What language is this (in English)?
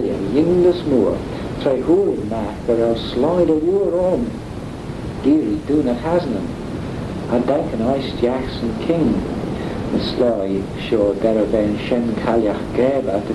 Manx